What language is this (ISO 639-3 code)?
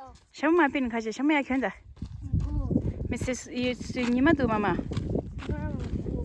bod